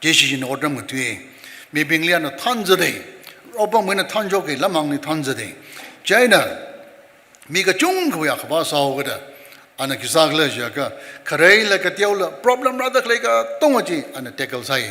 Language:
Tangkhul Naga (India)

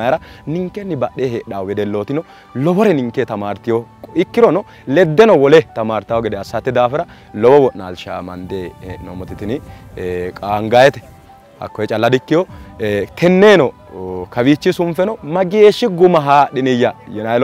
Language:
Sidamo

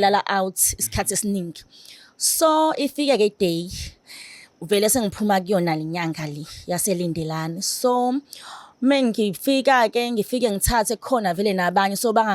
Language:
Zulu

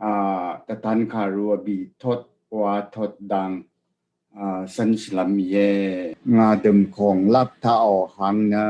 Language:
Rawang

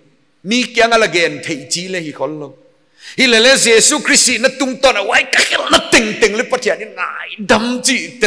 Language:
Paite Chin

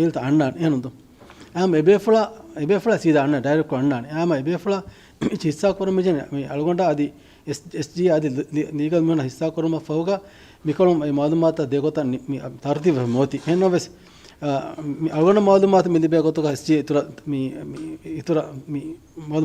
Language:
Divehi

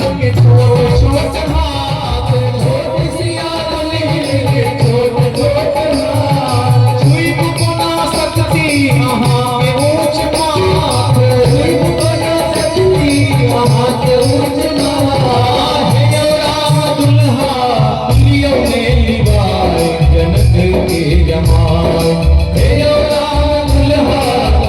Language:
Maithili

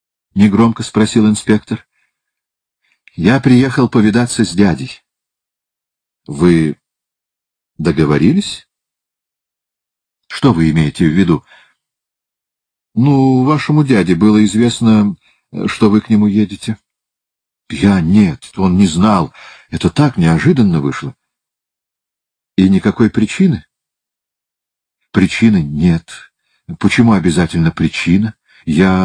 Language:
Russian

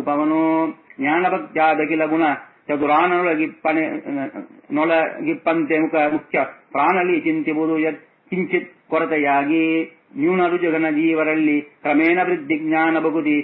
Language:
Kannada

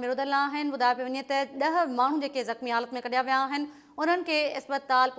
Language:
Sindhi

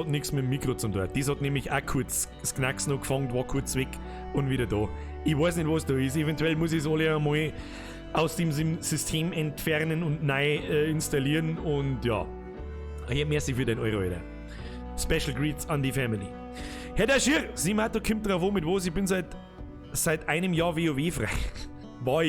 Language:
Bavarian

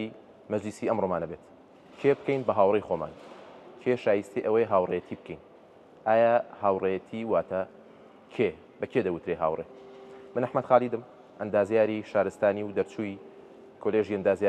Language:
Central Kurdish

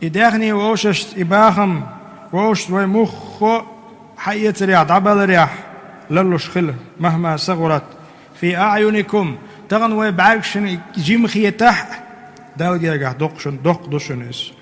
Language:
Chechen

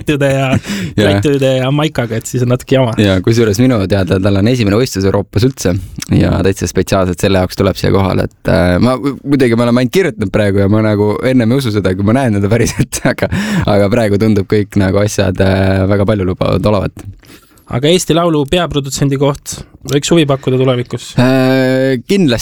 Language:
Estonian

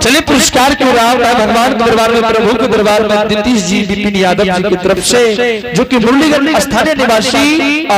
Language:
Angika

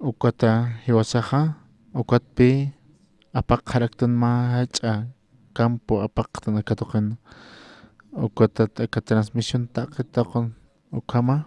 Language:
Aymara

